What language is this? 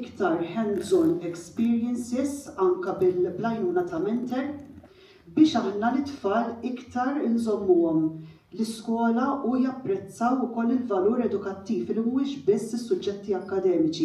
Maltese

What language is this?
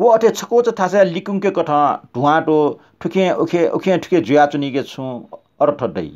Newari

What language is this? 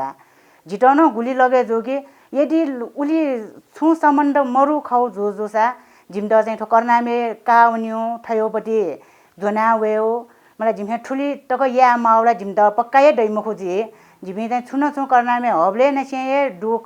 Newari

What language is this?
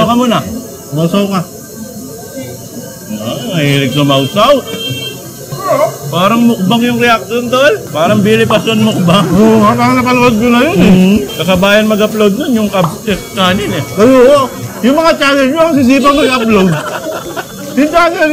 Filipino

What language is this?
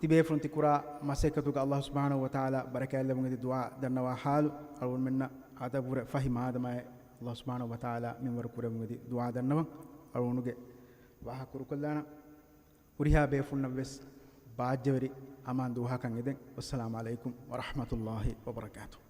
Divehi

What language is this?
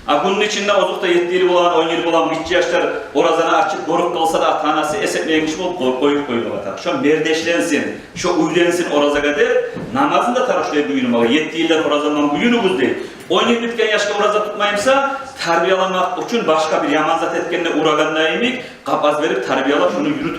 Kumyk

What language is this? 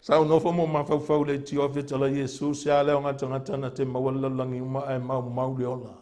Samoan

